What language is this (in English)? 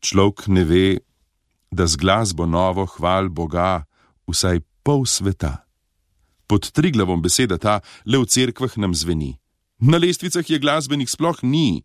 Slovenian